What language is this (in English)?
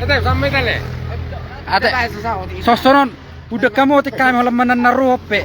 Batak Toba